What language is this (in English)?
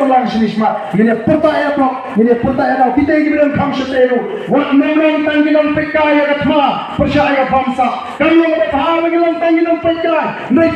Khasi